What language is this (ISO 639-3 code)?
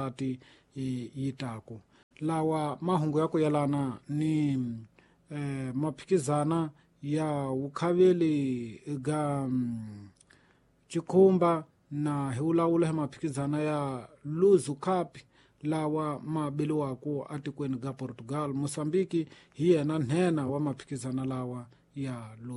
tso